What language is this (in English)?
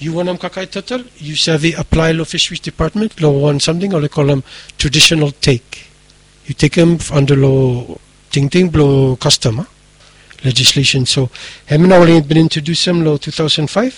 Bislama